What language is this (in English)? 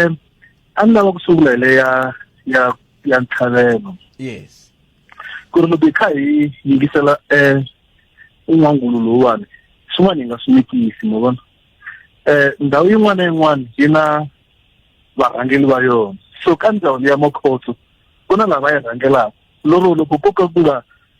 Tsonga